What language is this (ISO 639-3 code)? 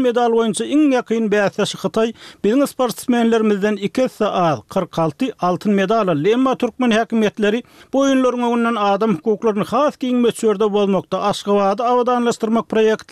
tuk